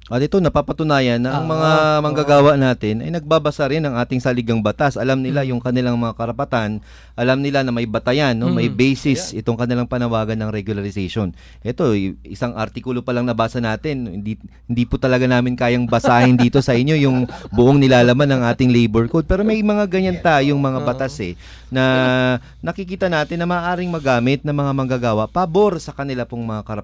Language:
Filipino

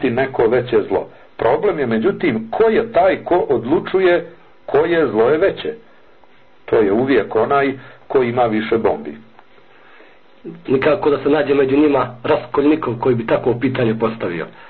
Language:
Bosnian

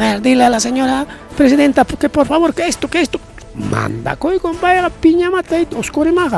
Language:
Ayacucho Quechua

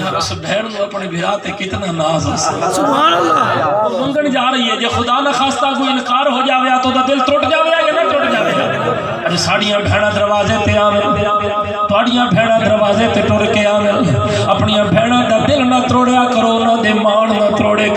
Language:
Saraiki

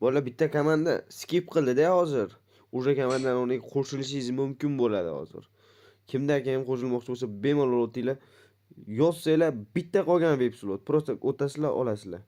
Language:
Kara-Kalpak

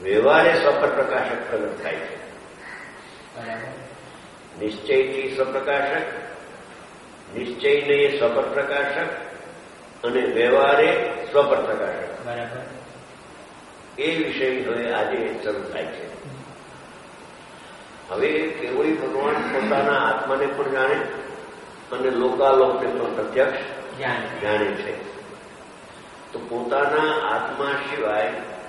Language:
Gujarati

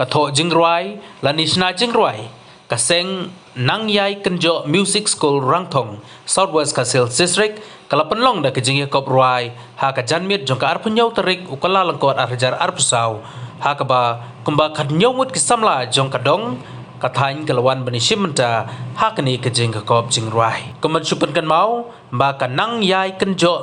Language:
Khasi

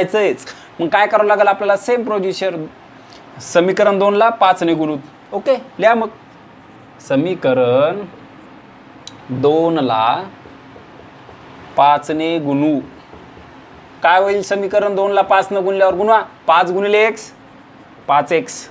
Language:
Marathi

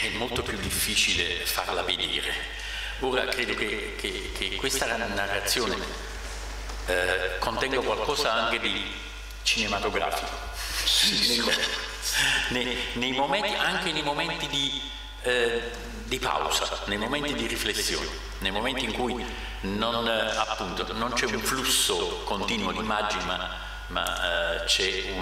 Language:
Italian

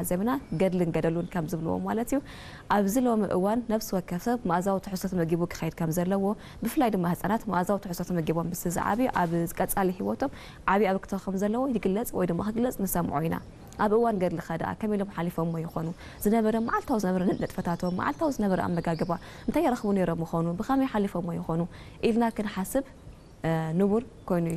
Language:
Tigrinya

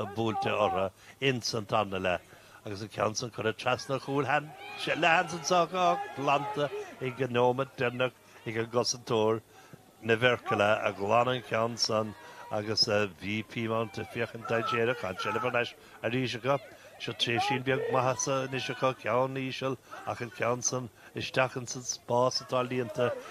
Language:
Irish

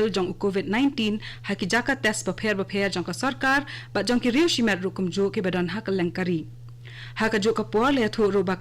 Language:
Khasi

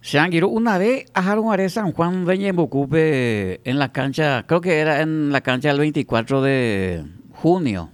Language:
Guarani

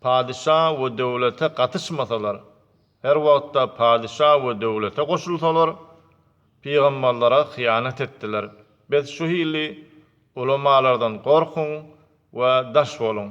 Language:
Turkmen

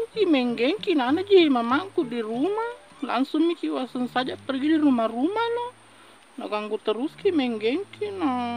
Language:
Buginese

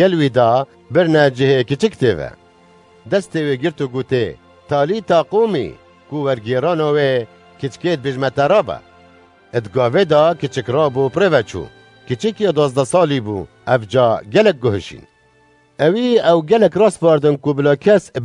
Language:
Kurdish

